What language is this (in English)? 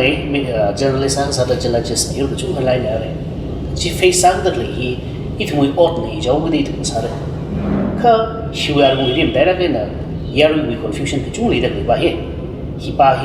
Tangkhul Naga (India)